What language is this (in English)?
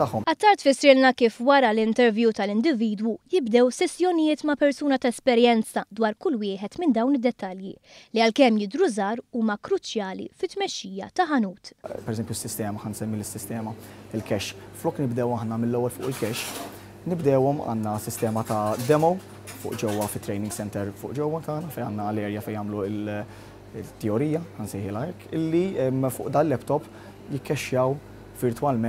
Maltese